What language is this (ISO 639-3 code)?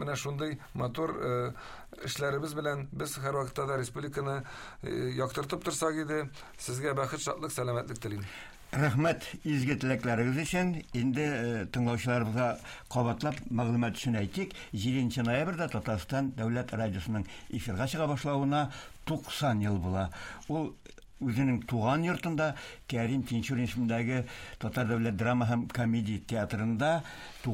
tat